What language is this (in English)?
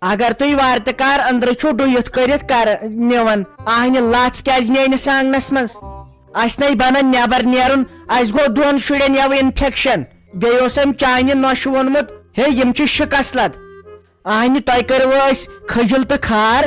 Kashmiri